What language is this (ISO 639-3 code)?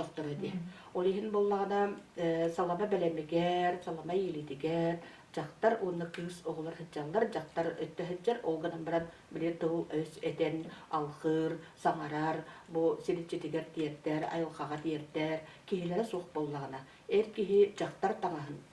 sah